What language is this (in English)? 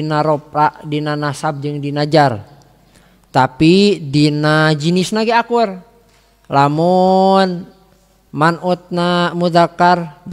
Sundanese